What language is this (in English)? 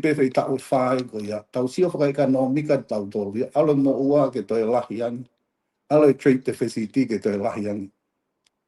Tongan